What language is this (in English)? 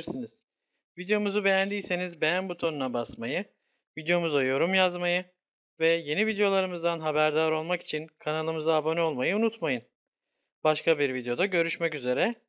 Turkish